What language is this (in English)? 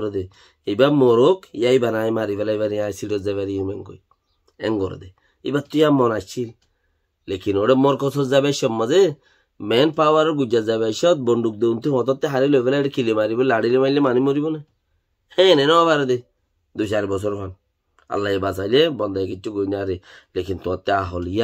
Rohingya